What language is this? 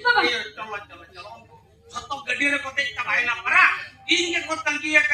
Santali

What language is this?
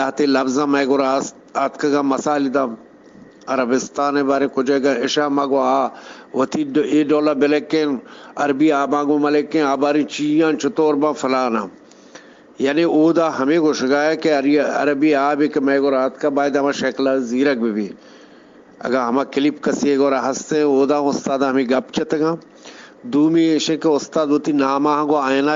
Eastern Balochi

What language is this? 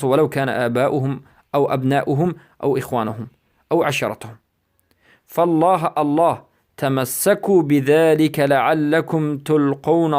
Persian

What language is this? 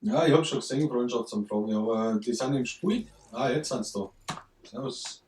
Bavarian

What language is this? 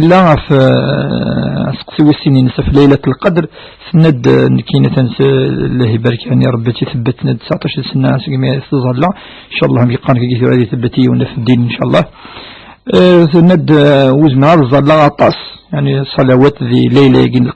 Kabyle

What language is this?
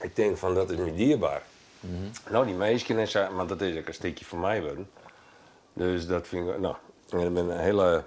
Western Frisian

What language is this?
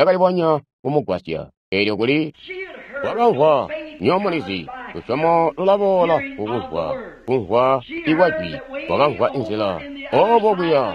Tonga (Zambia)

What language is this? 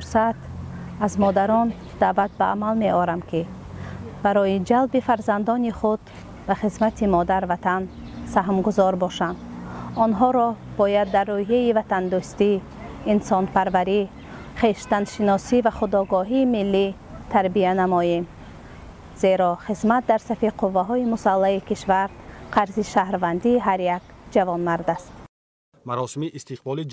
Tajik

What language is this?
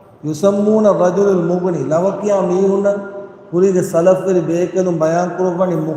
Divehi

